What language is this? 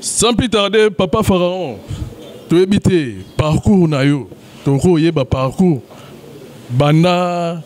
Lingala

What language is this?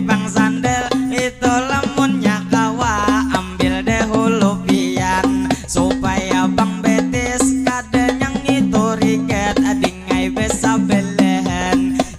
Banjar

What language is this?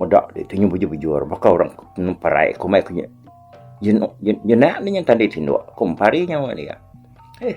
Iban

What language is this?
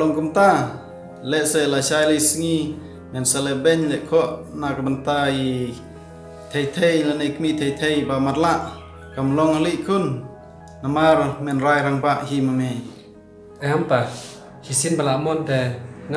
Khasi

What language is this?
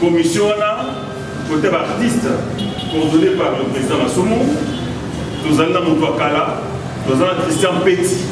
Lingala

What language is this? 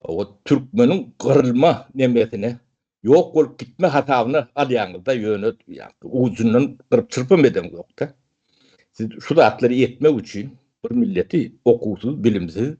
Turkmen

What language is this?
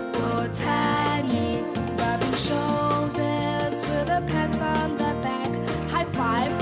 Southern Sotho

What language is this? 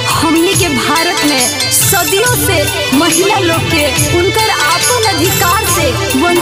Bhojpuri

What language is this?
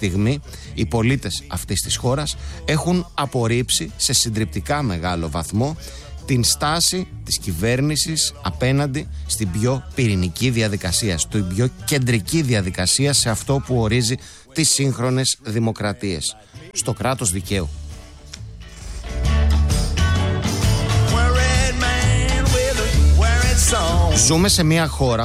Greek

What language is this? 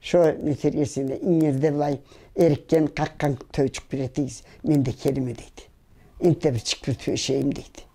Karachay-Balkar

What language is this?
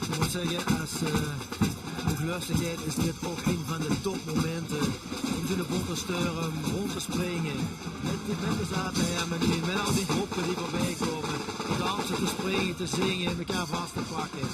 Limburgish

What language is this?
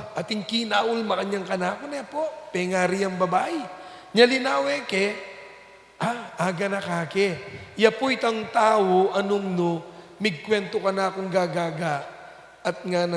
Pampanga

